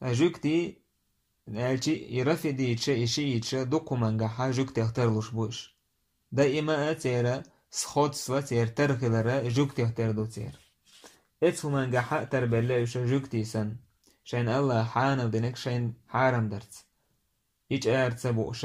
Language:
Chechen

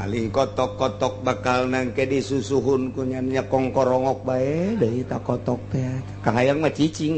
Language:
Sundanese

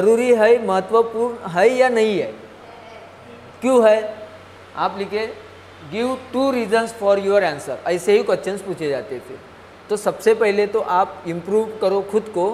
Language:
Hindi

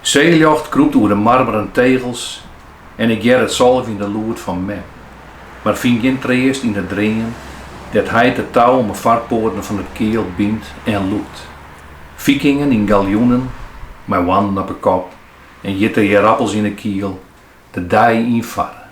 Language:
Western Frisian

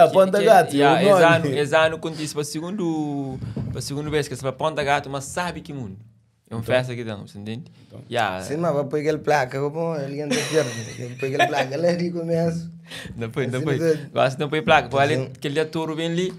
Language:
Kabuverdianu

